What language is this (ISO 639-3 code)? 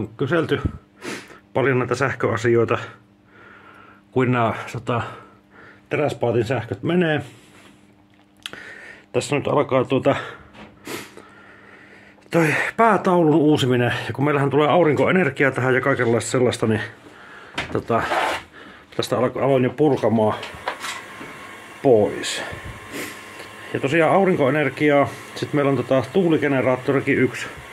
fin